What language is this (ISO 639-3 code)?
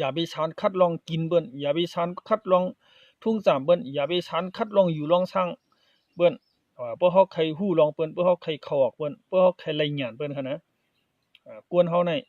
shn